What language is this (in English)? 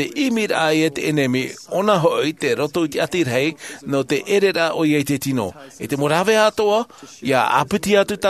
Tahitian